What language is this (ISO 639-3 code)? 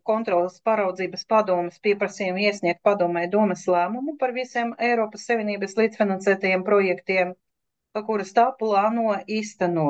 lav